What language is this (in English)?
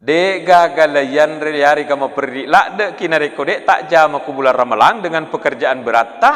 Buginese